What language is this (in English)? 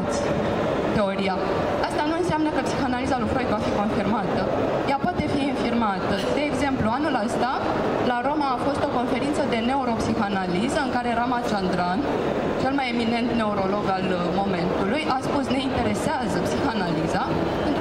Romanian